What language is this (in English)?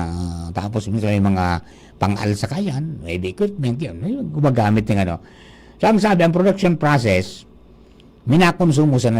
Bikol